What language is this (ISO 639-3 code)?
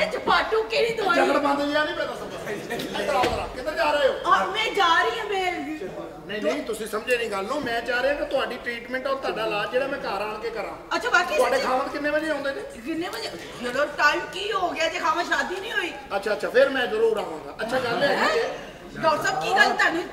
pan